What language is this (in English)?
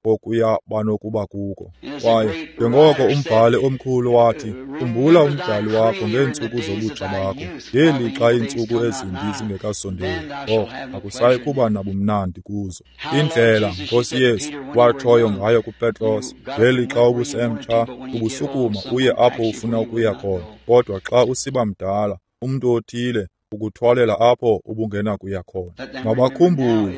Xhosa